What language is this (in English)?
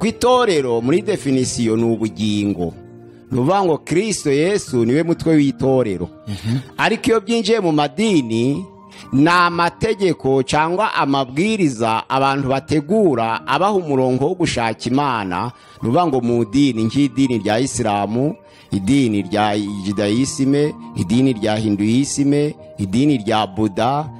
Kinyarwanda